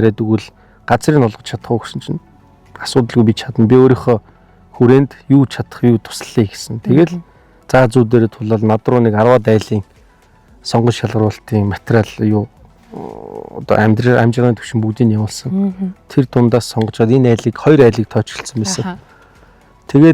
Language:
Mongolian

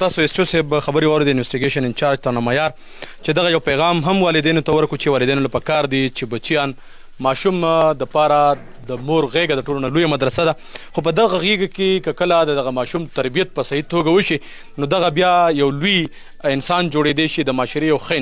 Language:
Pashto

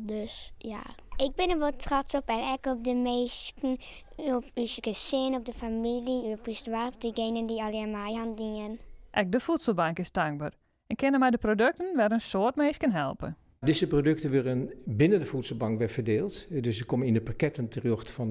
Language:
Western Frisian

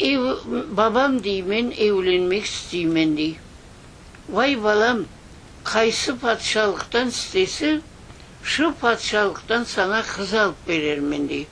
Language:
Crimean Tatar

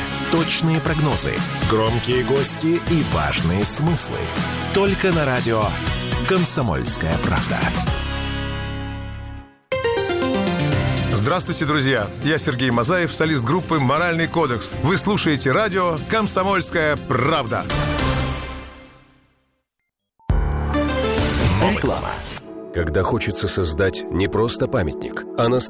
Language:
Russian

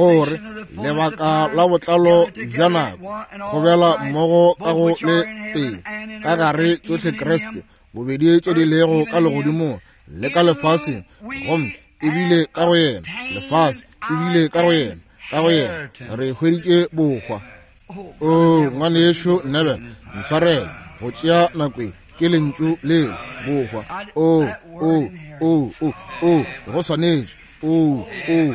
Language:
Northern Sotho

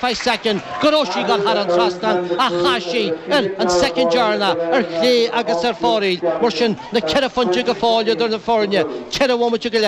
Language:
Irish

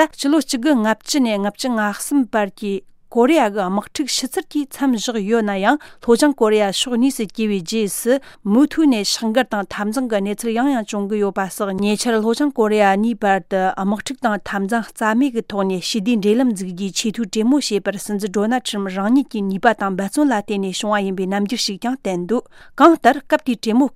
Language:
Tibetan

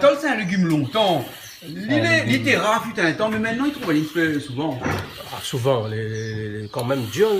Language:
Réunion Creole French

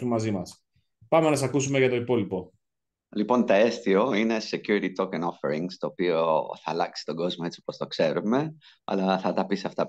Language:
Greek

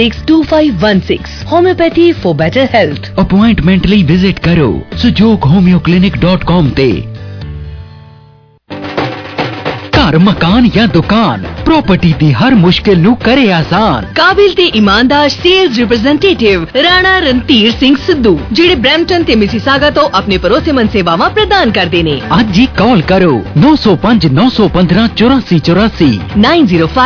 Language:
Punjabi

